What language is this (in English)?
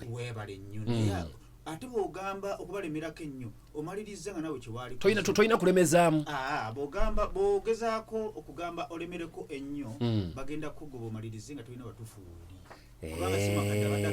Ganda